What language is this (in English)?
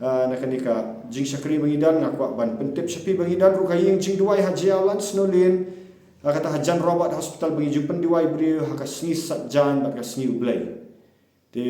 Khasi